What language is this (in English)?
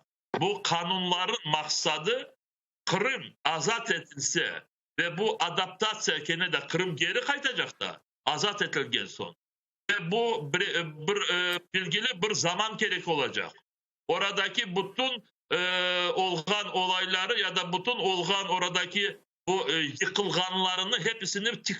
Crimean Tatar